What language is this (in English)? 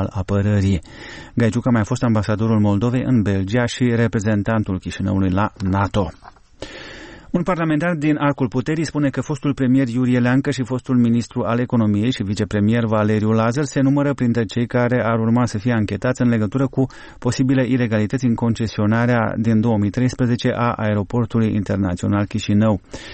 Romanian